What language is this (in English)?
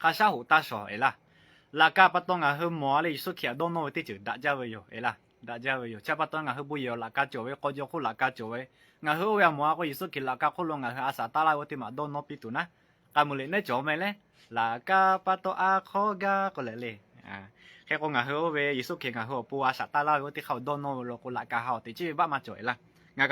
Lahu